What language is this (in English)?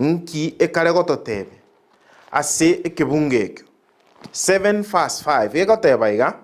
Gusii